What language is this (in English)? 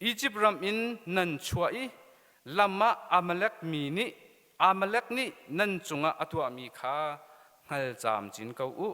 Hakha Chin